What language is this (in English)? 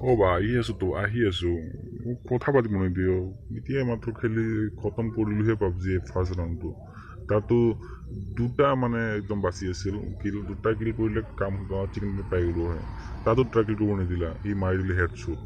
Assamese